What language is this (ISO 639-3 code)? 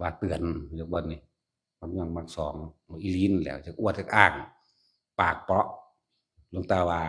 tts